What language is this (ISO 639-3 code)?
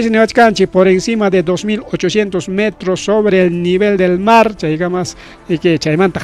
quy